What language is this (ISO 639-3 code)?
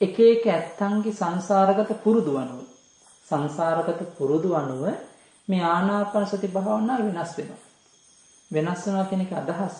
sin